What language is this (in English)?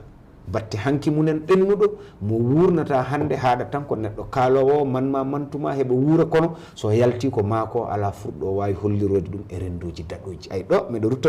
Fula